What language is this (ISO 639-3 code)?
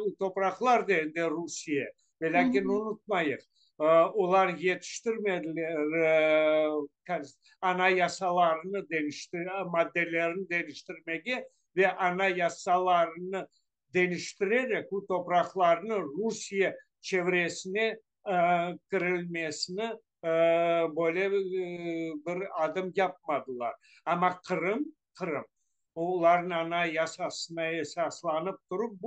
crh